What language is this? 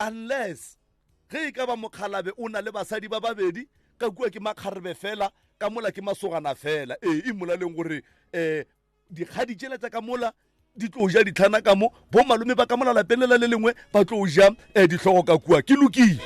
Northern Sotho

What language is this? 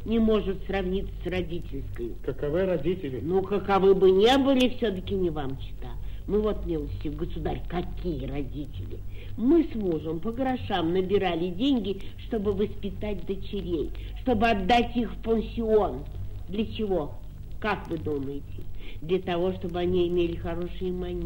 Russian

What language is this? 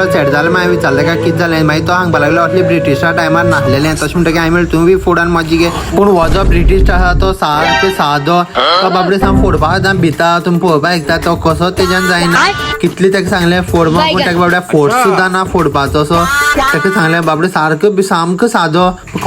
Konkani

